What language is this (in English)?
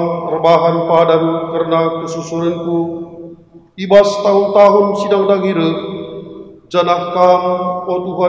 Batak Karo